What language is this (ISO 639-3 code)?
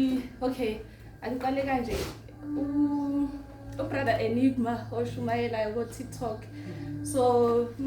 zul